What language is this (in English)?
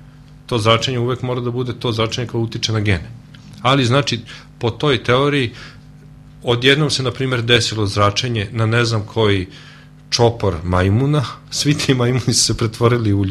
Serbian